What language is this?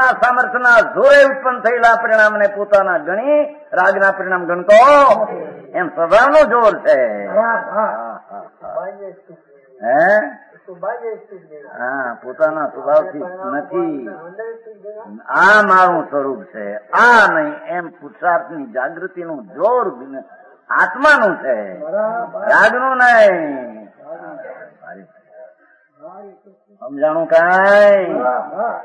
Gujarati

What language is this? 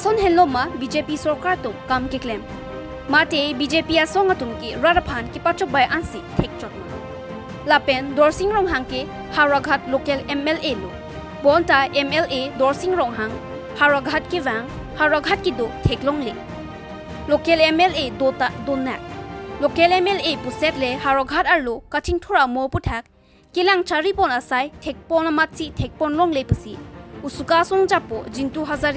Karbi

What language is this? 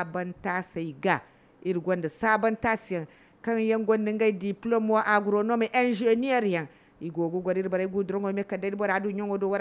Zarma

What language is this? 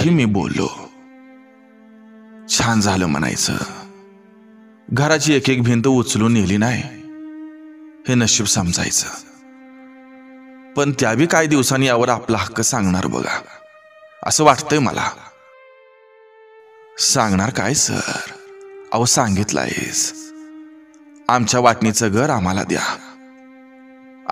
Marathi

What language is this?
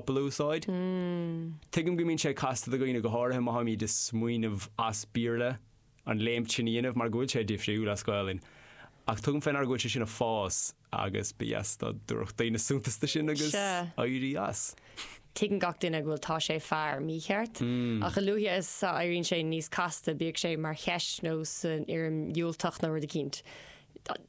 Irish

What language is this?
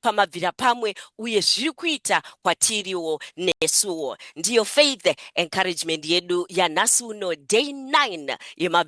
Shona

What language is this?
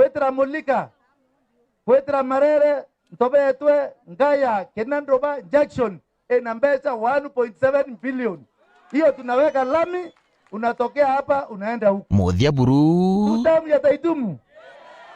Meru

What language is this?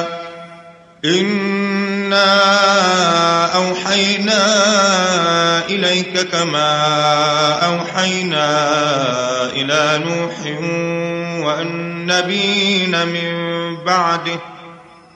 Arabic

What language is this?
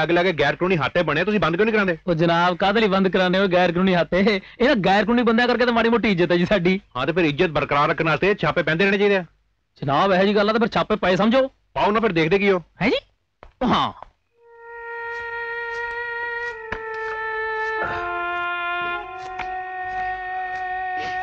Punjabi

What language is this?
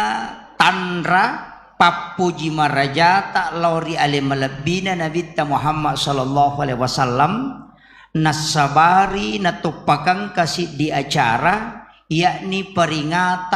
Buginese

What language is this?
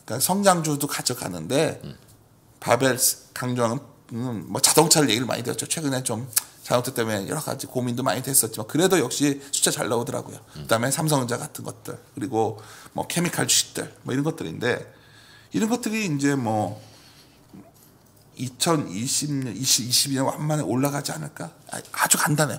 Korean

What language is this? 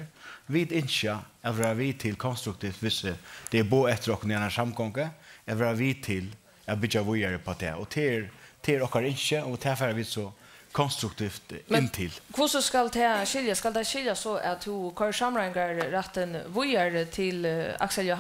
Faroese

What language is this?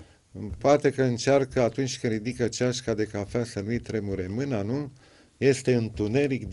Romanian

